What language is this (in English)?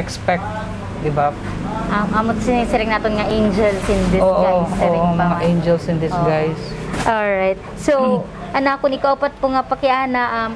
Waray